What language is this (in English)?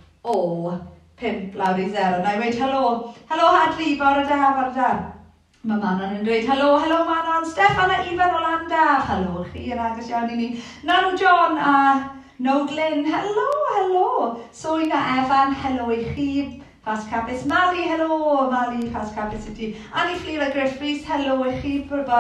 Welsh